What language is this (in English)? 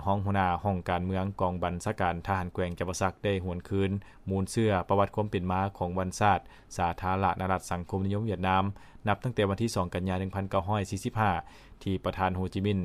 Lao